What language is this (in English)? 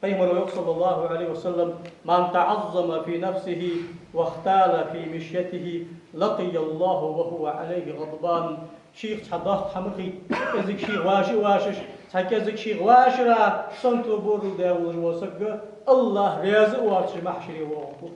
Ingush